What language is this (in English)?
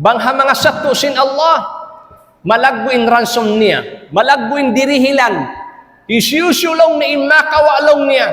Tausug